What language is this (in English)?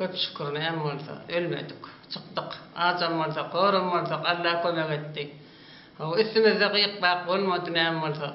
Turkmen